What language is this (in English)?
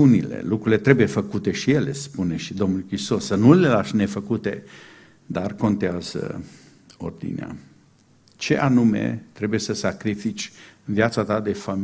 Romanian